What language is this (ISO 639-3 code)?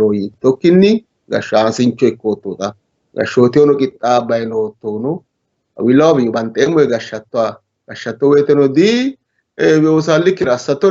sid